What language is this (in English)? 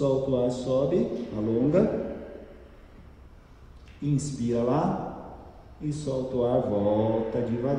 Portuguese